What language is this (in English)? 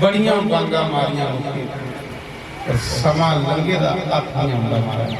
Dogri